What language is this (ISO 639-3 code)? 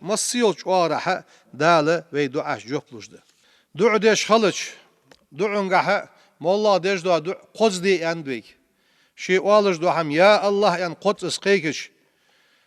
inh